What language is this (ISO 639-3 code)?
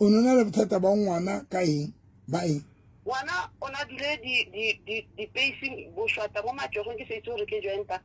sot